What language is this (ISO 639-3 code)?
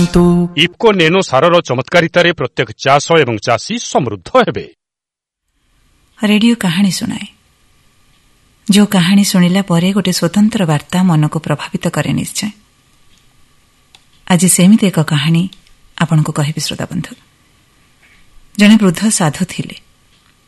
ori